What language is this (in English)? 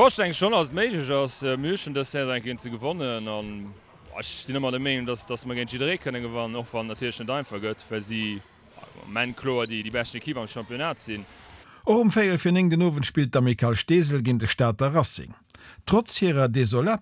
Luxembourgish